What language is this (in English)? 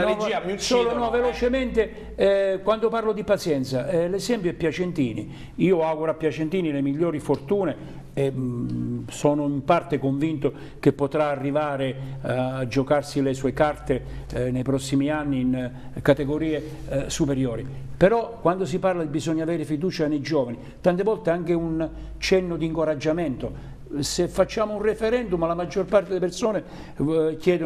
Italian